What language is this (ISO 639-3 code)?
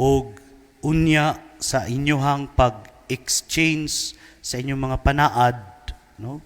ceb